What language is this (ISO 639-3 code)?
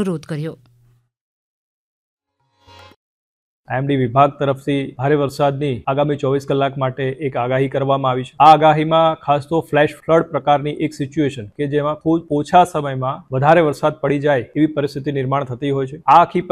guj